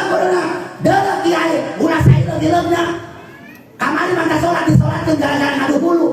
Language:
Sundanese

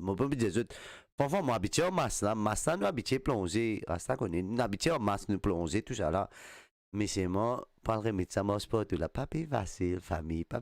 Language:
Morisyen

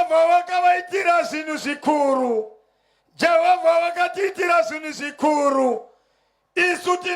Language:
Shona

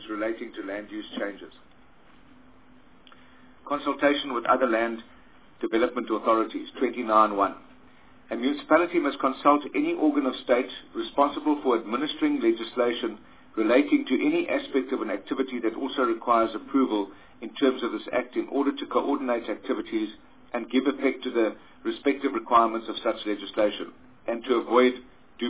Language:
English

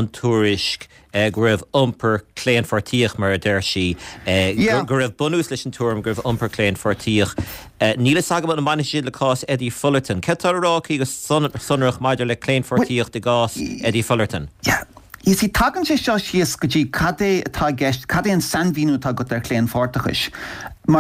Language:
Irish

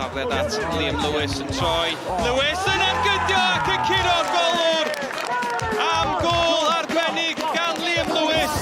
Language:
Welsh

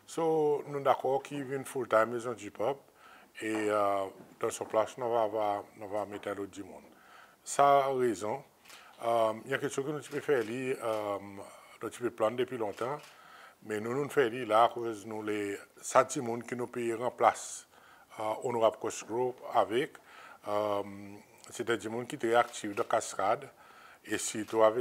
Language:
Seselwa Creole French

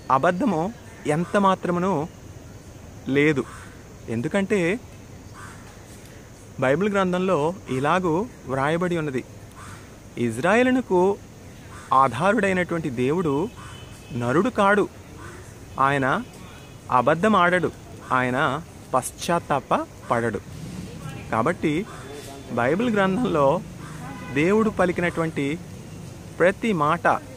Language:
Telugu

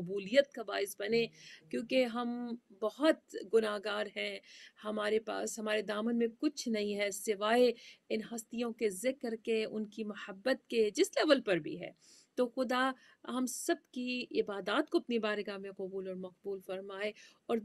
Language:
Urdu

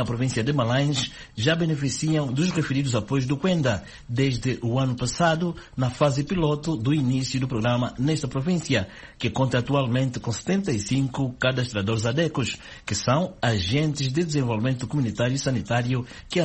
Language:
Portuguese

